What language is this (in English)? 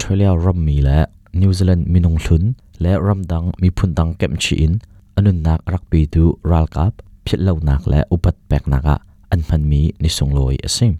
Hakha Chin